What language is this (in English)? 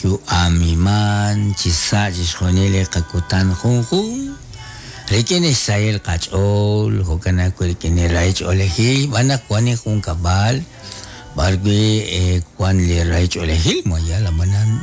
Kekchí